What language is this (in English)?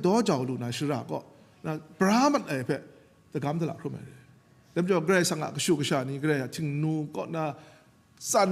Kachin